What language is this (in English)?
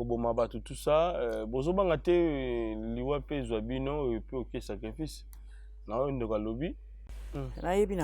Lingala